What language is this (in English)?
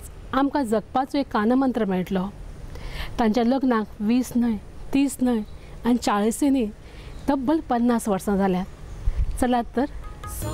Konkani